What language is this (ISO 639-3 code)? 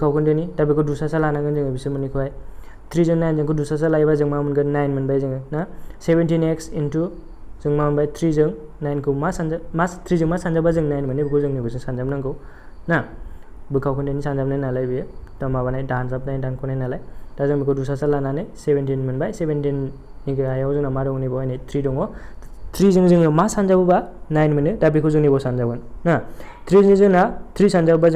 brx